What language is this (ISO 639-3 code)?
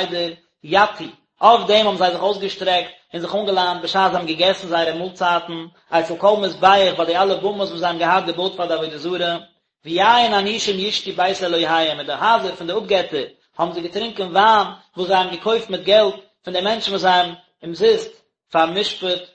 yid